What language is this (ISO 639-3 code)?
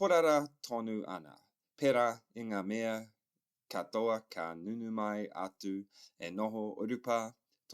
mri